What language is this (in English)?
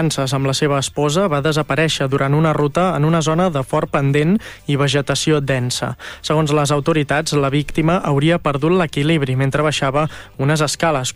Catalan